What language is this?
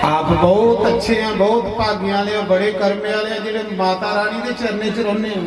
Dogri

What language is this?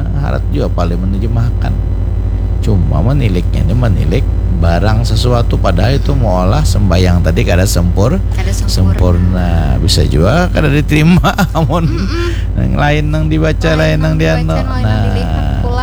Banjar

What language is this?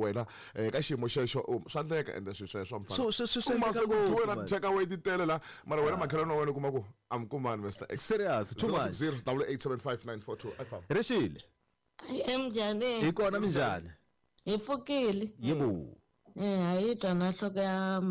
Tsonga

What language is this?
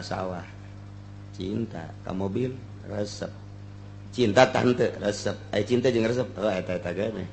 Sundanese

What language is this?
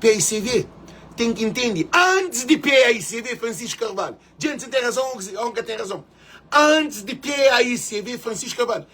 Kabuverdianu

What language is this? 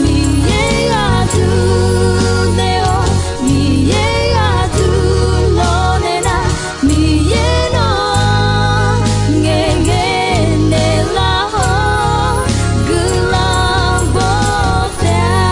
Akha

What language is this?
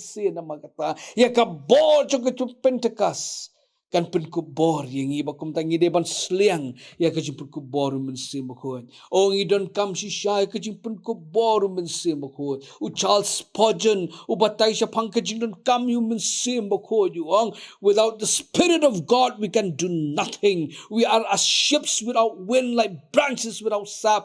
Khasi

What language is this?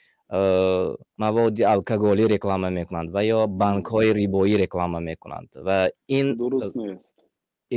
Tajik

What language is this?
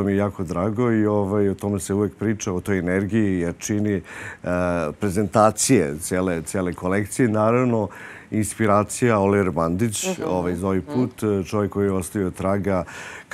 Serbian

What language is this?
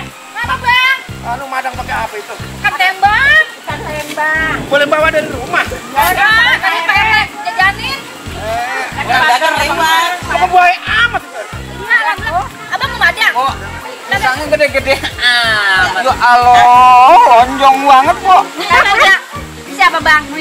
Betawi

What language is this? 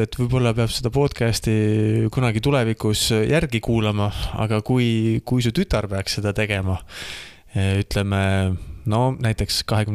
Estonian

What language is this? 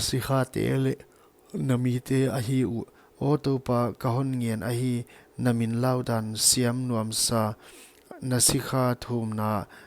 Paite Chin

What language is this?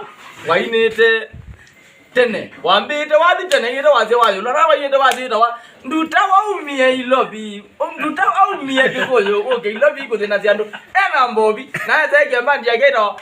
Kamba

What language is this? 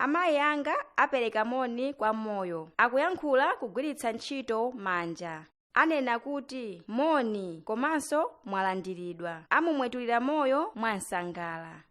Nyanja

